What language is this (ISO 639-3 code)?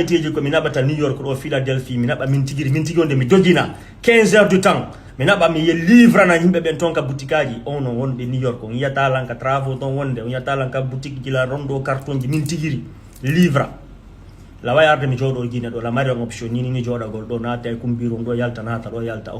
ful